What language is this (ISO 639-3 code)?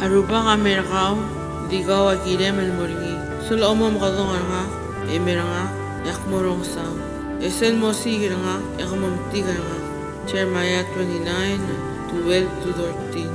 pau